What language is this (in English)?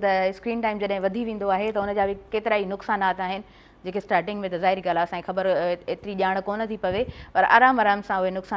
Sindhi